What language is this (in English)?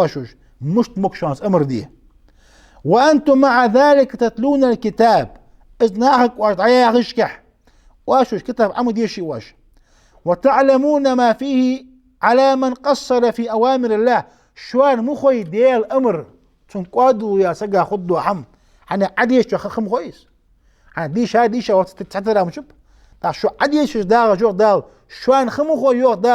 Ingush